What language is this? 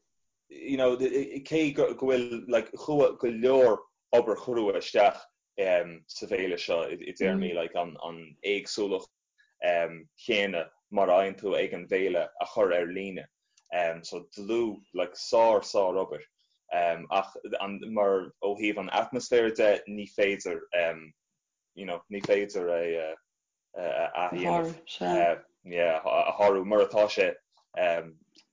Irish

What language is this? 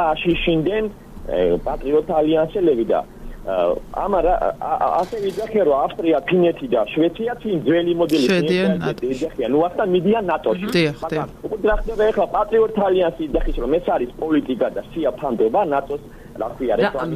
Georgian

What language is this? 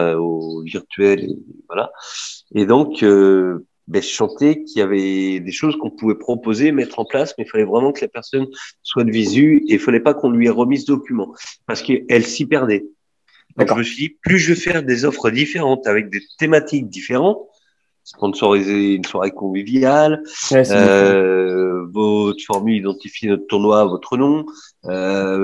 French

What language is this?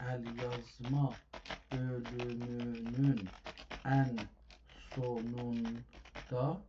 South Azerbaijani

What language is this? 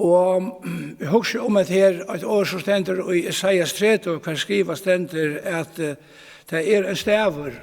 Faroese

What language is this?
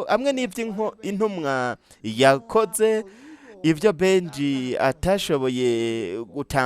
Rundi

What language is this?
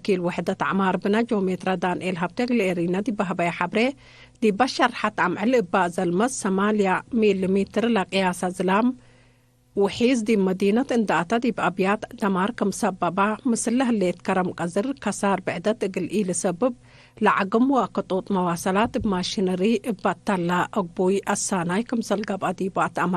Tigre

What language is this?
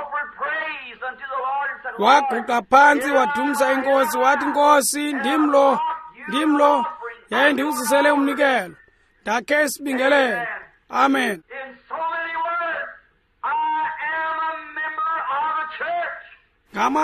Xhosa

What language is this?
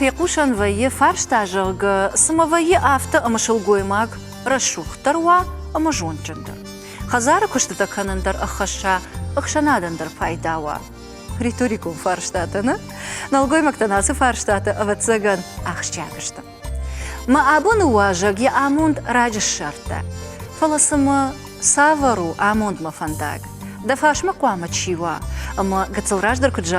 Ossetic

